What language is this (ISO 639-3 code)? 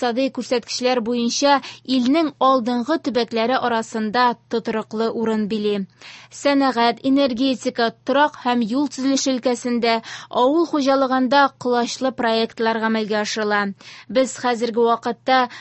tat